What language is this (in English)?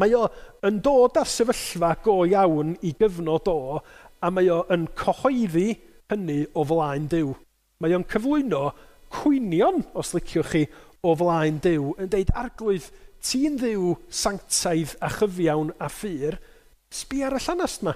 Welsh